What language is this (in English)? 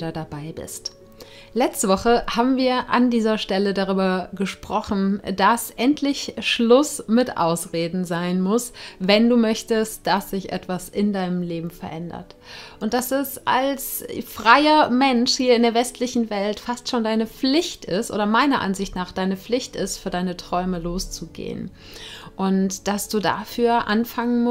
German